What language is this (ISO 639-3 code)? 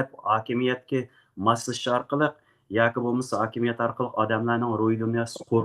uig